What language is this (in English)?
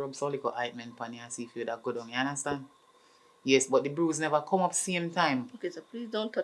Jamaican Creole English